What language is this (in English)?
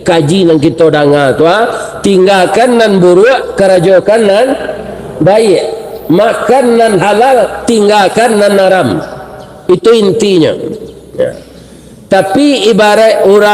Minangkabau